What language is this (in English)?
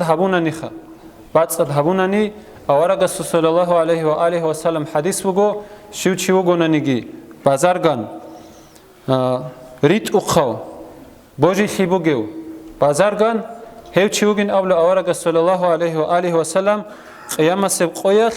Avaric